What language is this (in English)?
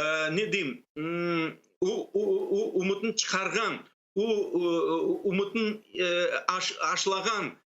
Crimean Tatar